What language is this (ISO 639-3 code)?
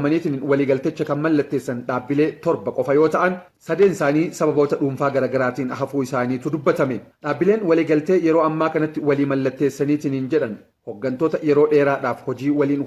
orm